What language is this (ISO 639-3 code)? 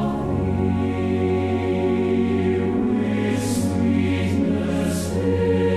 slk